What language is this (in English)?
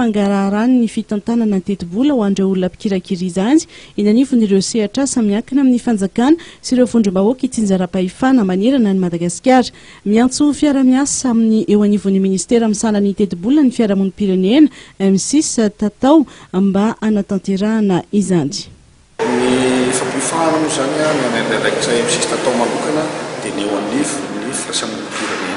Malagasy